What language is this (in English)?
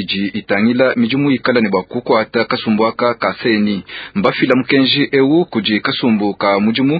Luba-Lulua